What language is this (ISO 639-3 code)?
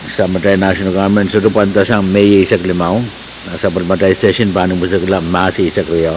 pon